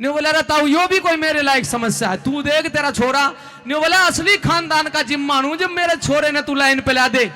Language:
Haryanvi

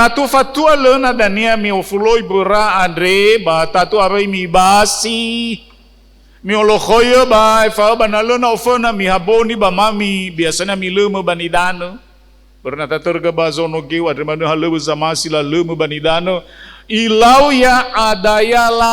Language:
Nias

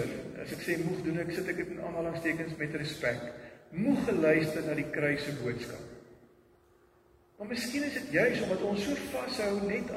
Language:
Afrikaans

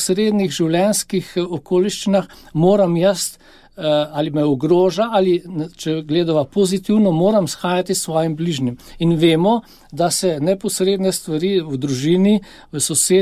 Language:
Slovenian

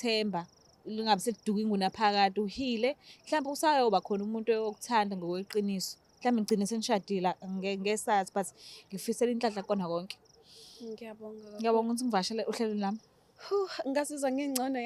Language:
Zulu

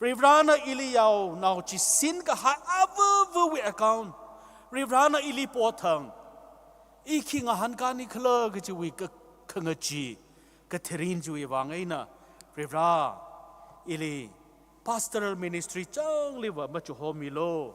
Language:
Tangkhul Naga (India)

